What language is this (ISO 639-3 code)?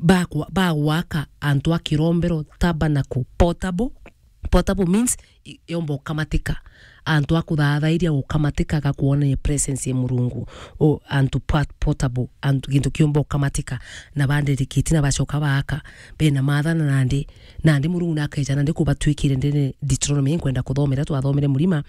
mer